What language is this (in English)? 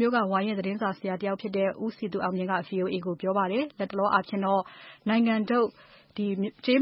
Burmese